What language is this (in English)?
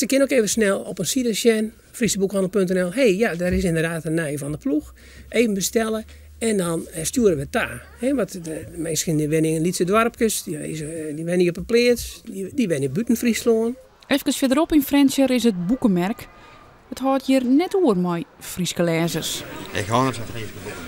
Western Frisian